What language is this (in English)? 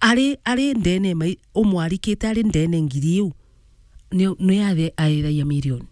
Meru